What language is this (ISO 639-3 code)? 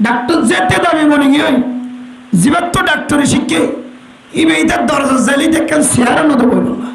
rhg